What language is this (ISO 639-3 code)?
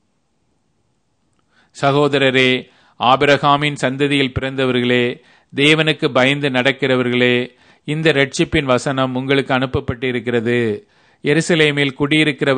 tam